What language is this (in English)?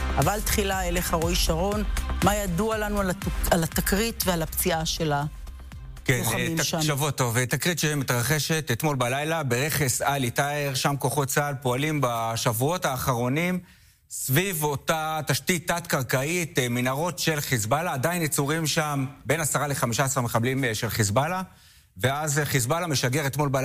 Hebrew